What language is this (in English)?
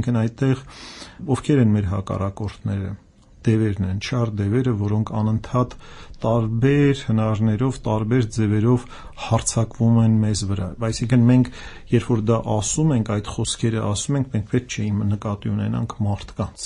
Armenian